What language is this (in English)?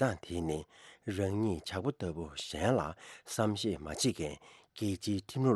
Tibetan